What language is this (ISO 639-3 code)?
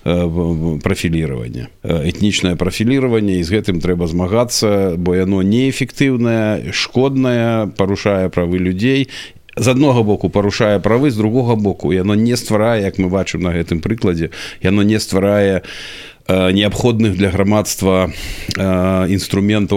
bel